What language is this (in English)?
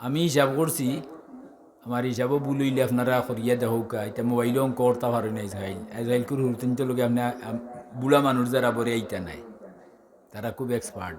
Sylheti